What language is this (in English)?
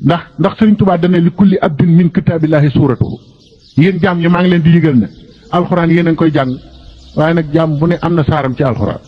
Wolof